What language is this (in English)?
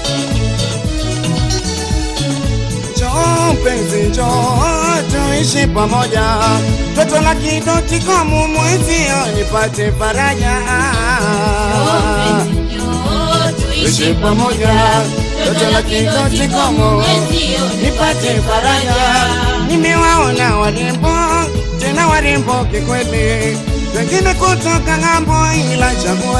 Swahili